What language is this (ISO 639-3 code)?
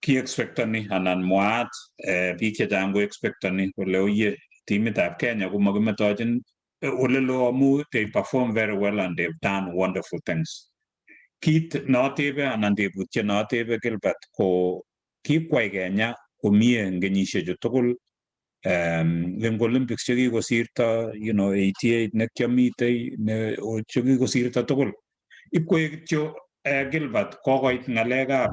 kln